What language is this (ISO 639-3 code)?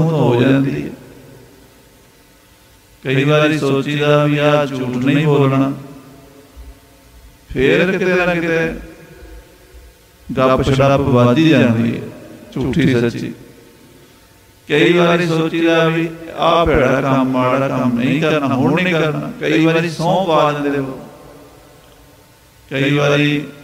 pan